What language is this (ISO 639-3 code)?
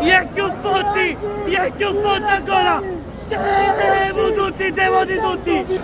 scn